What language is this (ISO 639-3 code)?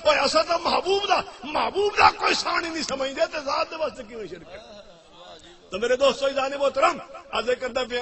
skr